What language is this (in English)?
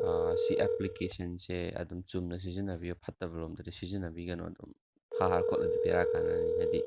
Manipuri